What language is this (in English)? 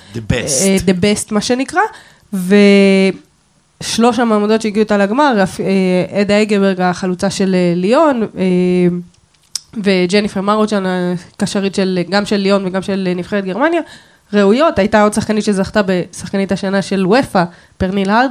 Hebrew